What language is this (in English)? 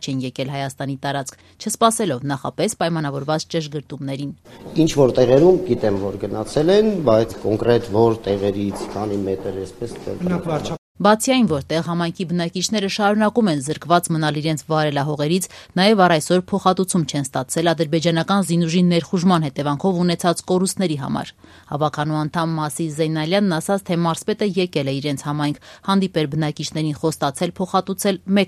Armenian